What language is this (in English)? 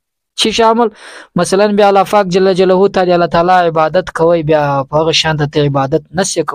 Pashto